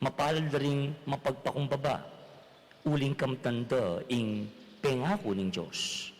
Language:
Pampanga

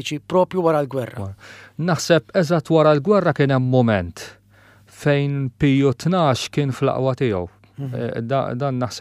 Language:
Maltese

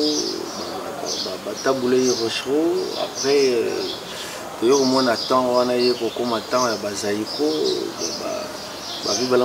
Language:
Lingala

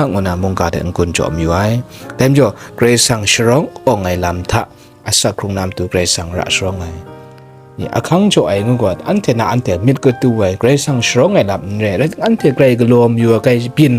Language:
Kachin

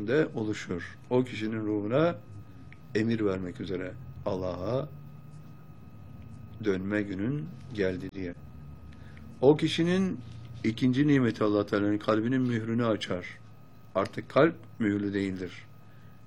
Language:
Turkish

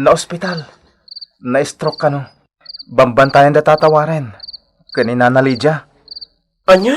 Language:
Iloko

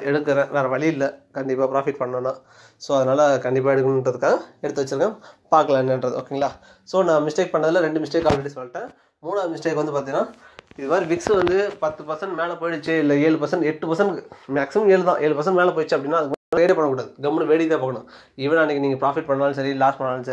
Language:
Tamil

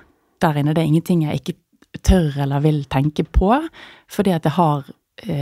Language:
Norwegian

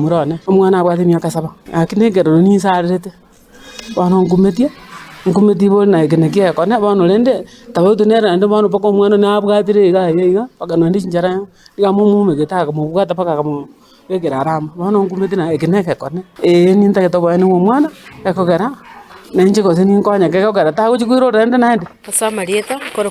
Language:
Gusii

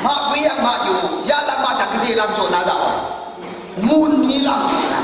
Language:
Kachin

